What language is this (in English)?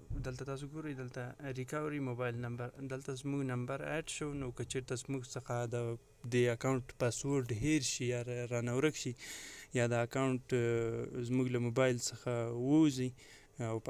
Pashto